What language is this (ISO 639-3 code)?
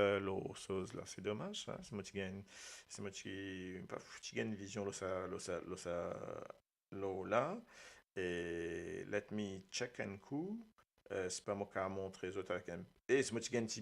mfe